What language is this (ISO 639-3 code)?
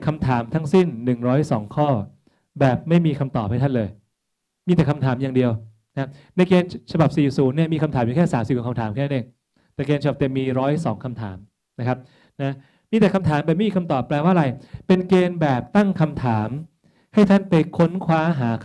tha